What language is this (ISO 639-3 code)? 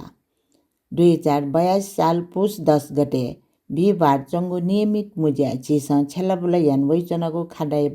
new